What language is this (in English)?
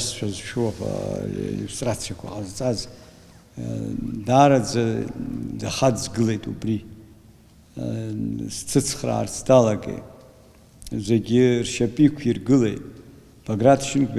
Abkhazian